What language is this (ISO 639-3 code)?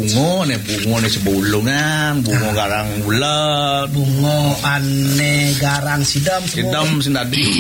ban